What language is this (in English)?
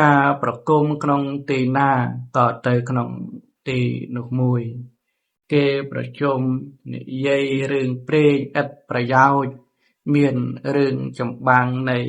Khmer